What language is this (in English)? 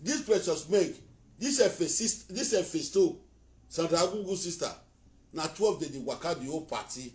Nigerian Pidgin